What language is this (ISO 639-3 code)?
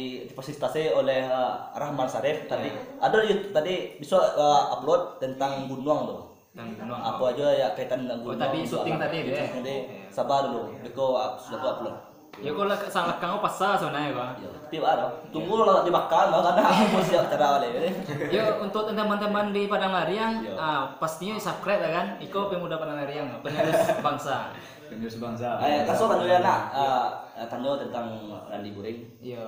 min